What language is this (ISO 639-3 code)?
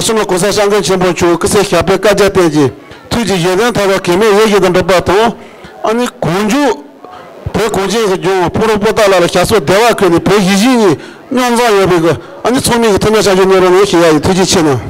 bod